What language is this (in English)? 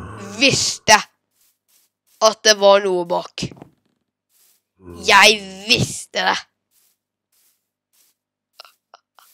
Norwegian